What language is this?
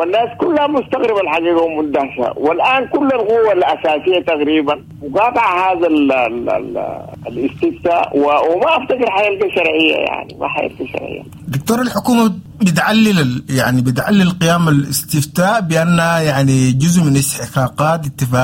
Sudanese Arabic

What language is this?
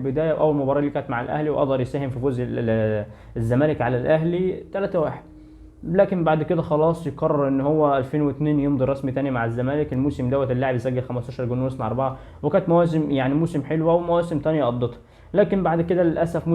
Egyptian Arabic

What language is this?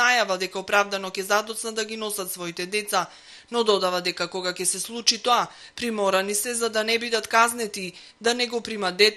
Macedonian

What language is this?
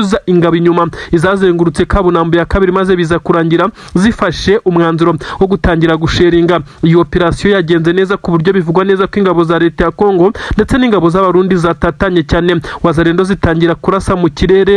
Kinyarwanda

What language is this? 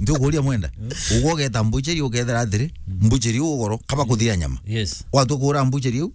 Meru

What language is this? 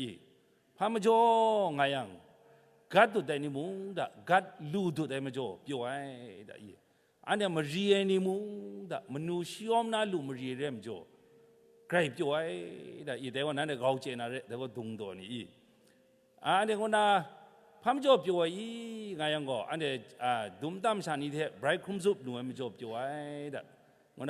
Kachin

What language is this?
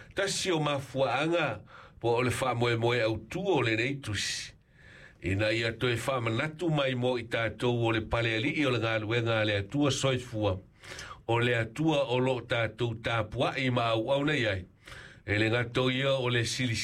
Samoan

